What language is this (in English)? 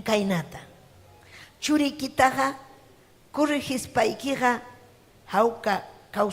Ayacucho Quechua